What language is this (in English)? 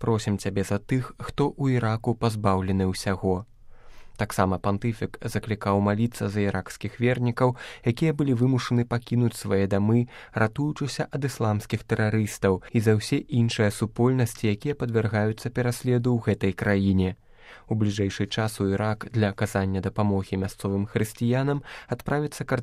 Belarusian